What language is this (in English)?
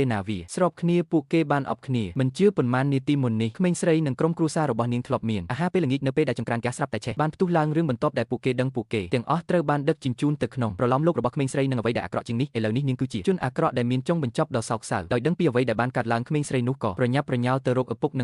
Khmer